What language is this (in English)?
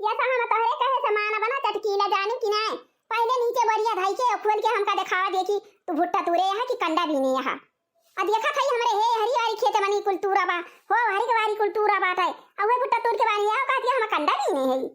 Awadhi